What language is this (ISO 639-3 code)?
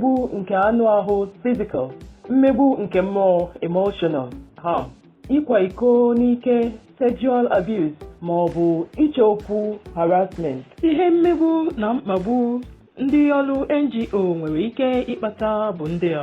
ibo